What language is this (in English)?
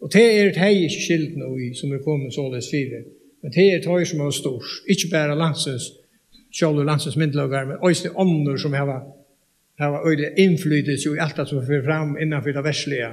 Faroese